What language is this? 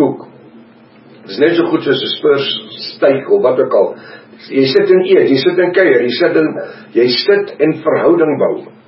Afrikaans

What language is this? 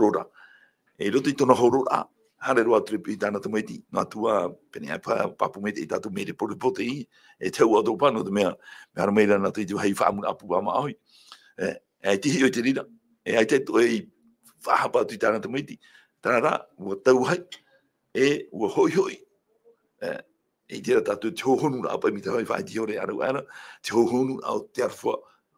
Tahitian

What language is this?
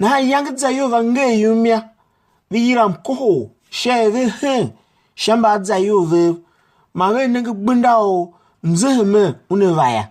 Tiv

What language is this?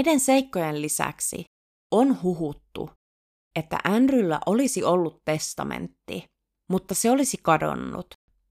Finnish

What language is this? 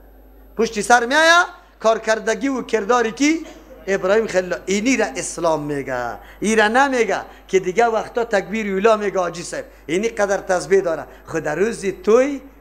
Persian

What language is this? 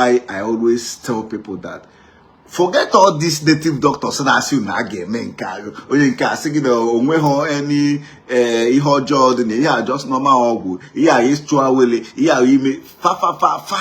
Igbo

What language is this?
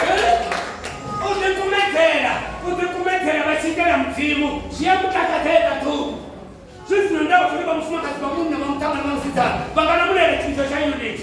Venda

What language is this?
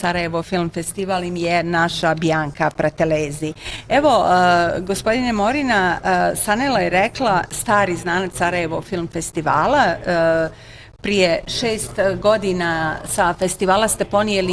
Bosnian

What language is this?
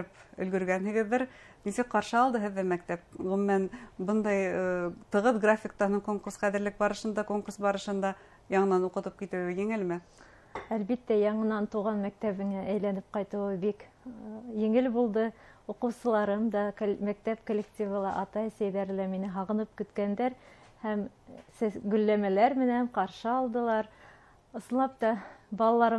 Bashkir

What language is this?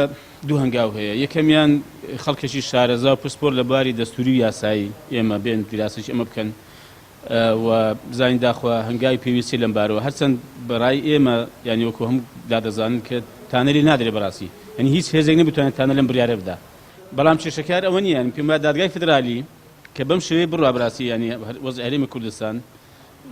Central Kurdish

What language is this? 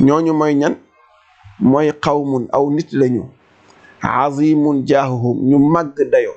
Wolof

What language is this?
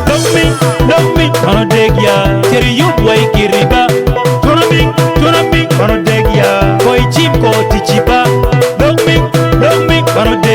Acoli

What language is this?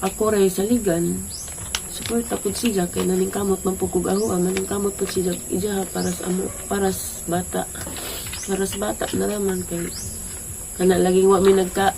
Cebuano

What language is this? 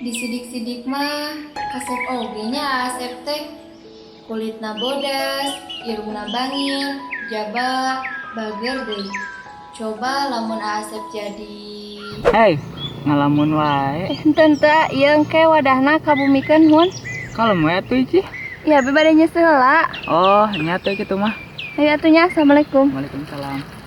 Sundanese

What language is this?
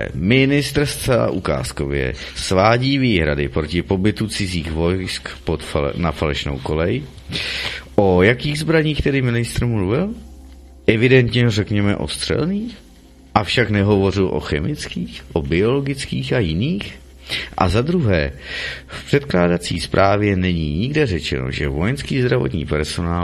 Czech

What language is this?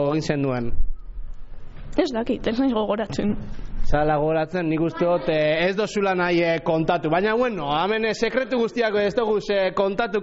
Basque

